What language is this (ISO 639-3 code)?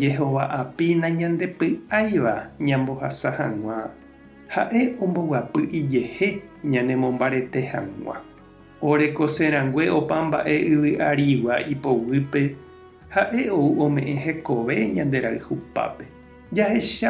grn